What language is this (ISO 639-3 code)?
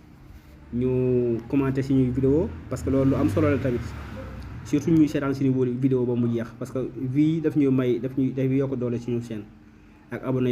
wol